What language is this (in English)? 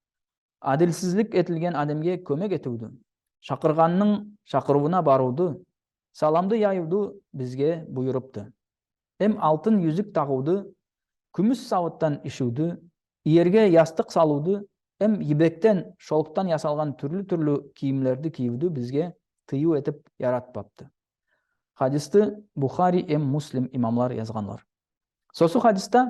Nogai